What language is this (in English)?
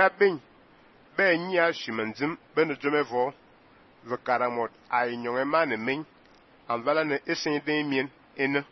Fang